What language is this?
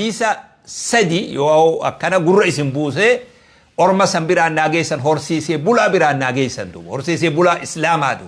Oromo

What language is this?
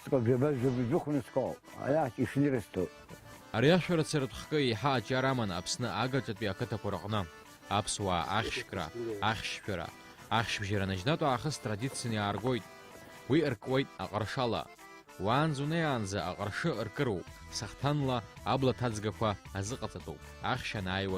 Abkhazian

